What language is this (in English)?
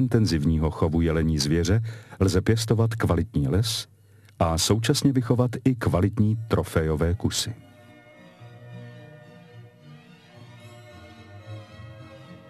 Czech